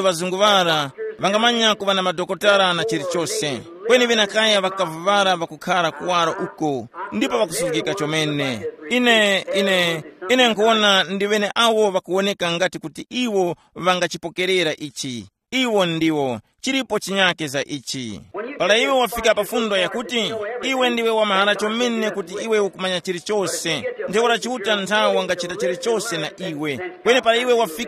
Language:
Tumbuka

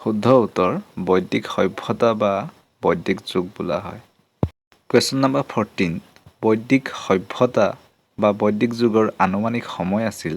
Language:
Assamese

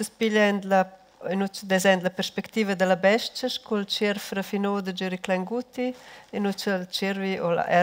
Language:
Romansh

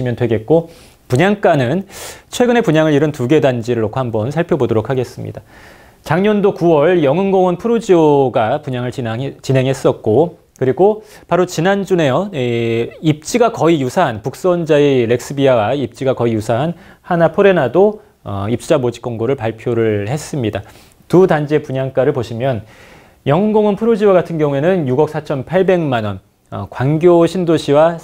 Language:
Korean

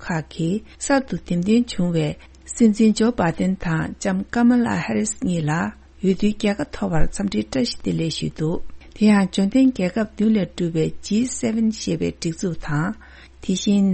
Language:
Tibetan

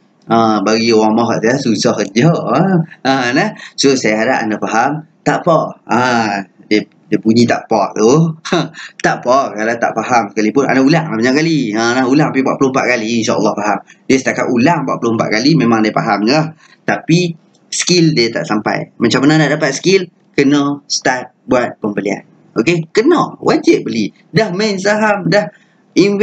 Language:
Malay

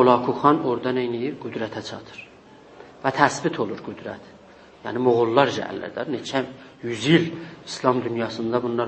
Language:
South Azerbaijani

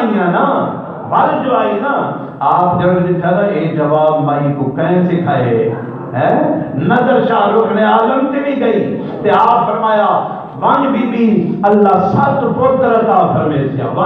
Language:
Saraiki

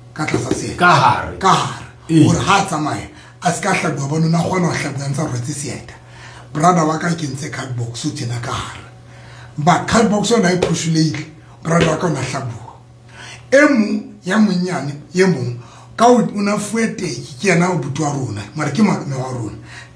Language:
Southern Sotho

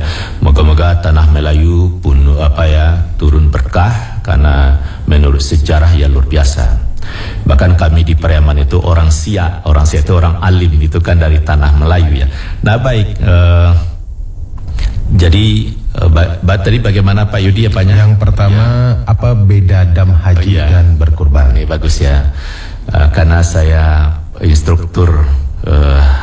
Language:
Indonesian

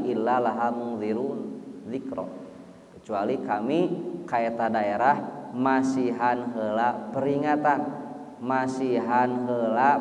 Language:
Sundanese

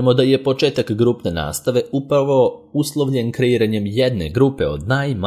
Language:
Serbian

